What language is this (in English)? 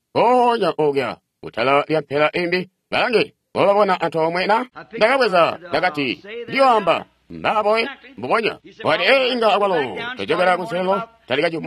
Tonga (Zambia)